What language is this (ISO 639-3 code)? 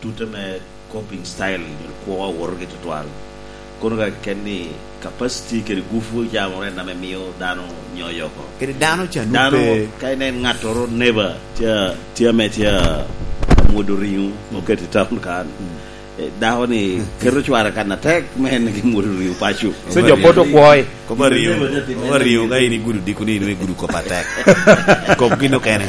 laj